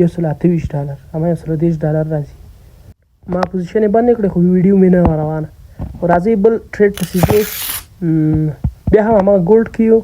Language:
Pashto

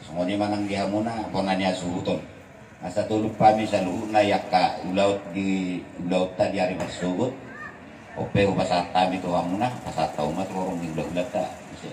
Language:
Batak Toba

